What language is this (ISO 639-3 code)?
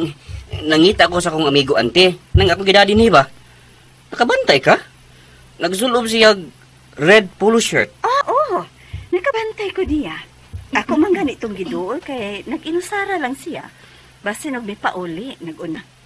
ceb